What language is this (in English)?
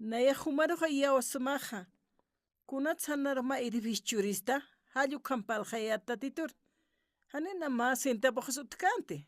Aymara